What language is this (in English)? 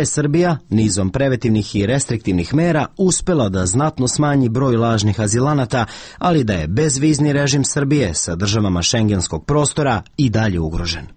Serbian